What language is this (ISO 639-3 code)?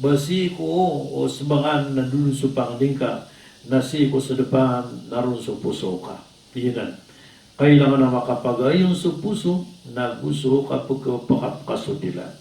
mrw